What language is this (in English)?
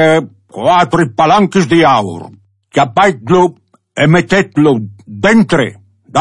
Friulian